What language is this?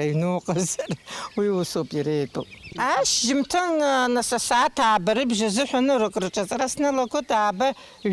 Abkhazian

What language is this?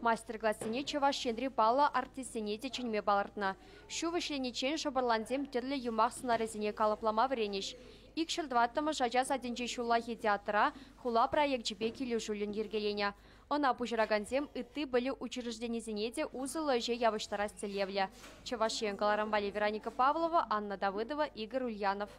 Chuvash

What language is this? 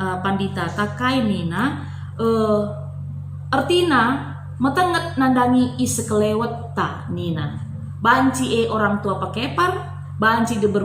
Batak Karo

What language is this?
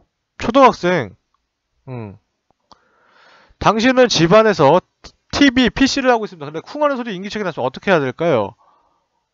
Korean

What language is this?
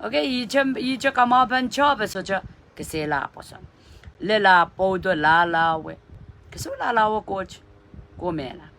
Pohnpeian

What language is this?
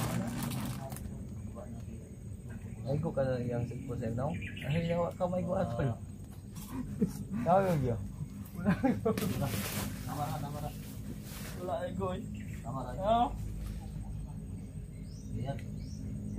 Filipino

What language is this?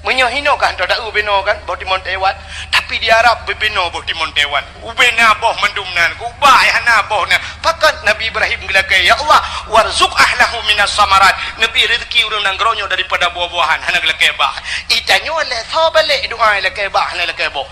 Achinese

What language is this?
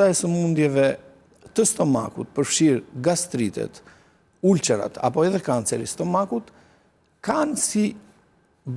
Albanian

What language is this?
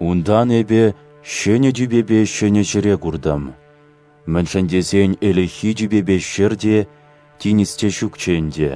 Chuvash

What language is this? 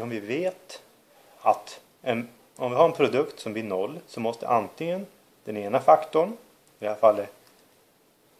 Swedish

